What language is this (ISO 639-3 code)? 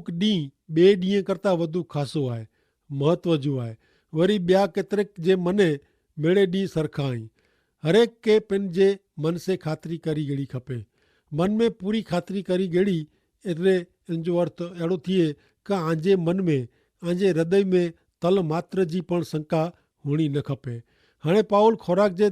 kfr